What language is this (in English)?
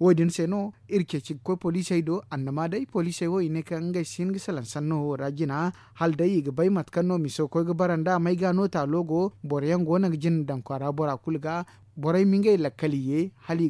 Zarma